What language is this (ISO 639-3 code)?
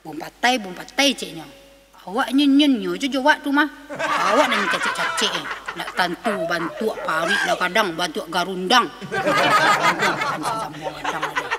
min